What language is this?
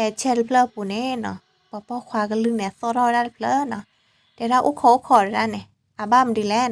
S'gaw Karen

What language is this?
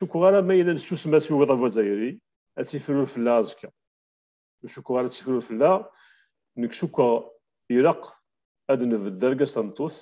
Kabyle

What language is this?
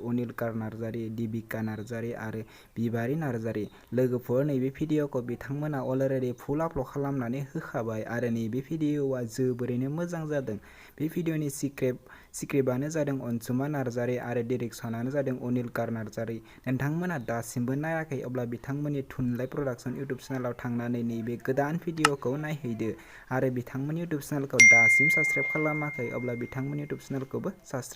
Bodo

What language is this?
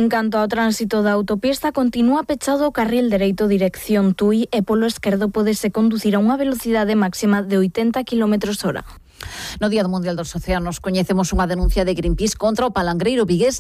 Galician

